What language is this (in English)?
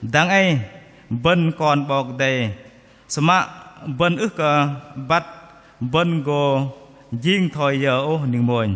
Bahnar